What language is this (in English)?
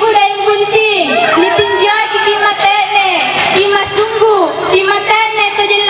Makasar